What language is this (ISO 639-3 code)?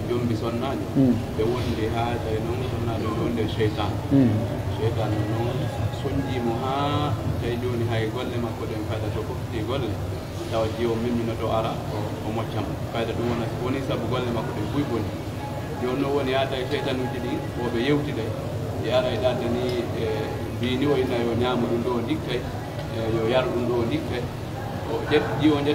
fuf